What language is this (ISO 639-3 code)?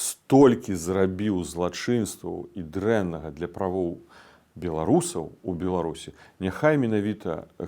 bel